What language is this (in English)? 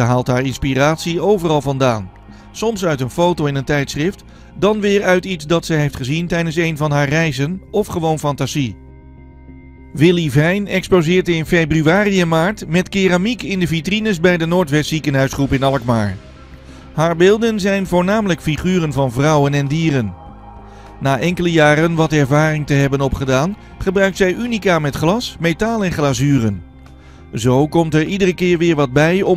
Dutch